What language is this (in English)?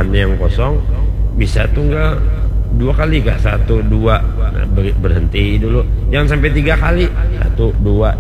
Banjar